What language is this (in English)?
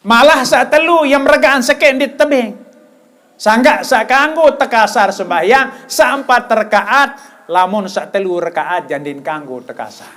Sasak